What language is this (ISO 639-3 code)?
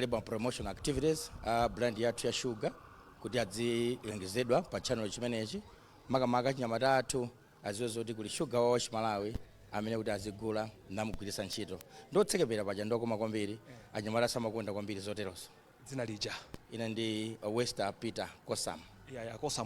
nya